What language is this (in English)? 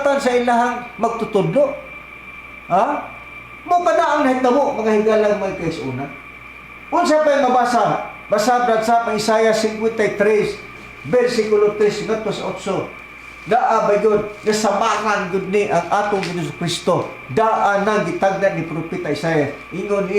Cebuano